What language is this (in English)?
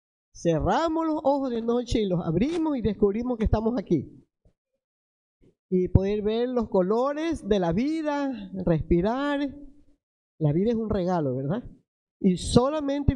Spanish